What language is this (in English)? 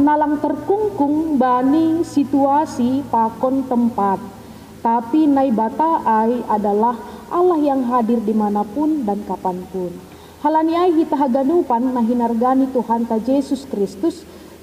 Batak Simalungun